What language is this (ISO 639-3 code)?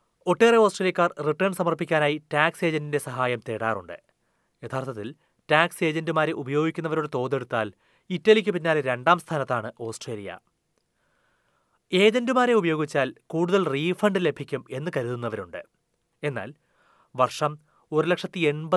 mal